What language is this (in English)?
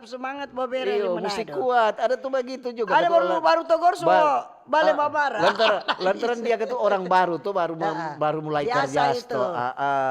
Manado Malay